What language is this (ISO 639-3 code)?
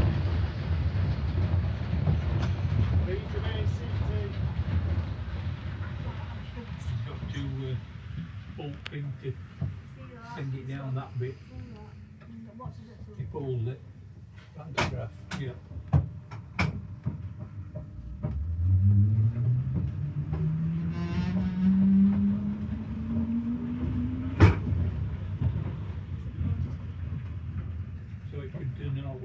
eng